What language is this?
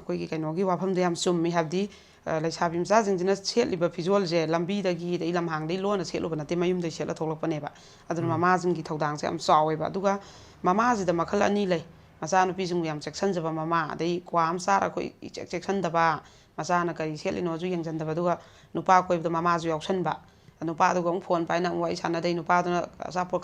Manipuri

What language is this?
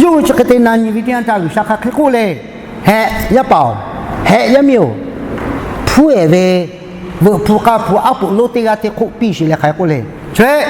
Lahu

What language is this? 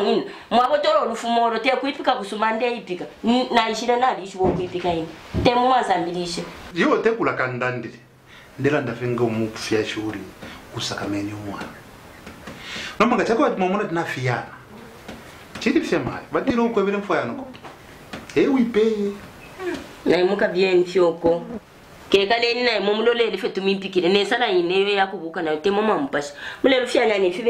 Bemba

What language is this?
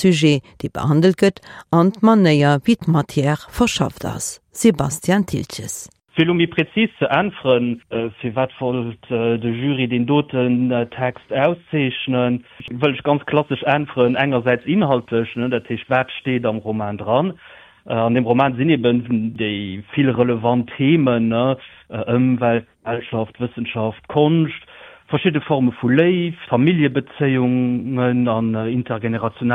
Luxembourgish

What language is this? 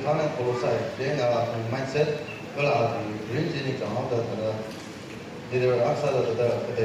Tangkhul Naga (India)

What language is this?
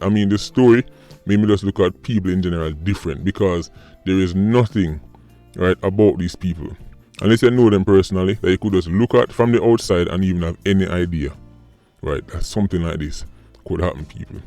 Jamaican Creole English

